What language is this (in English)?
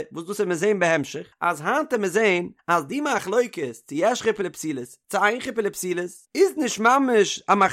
Yiddish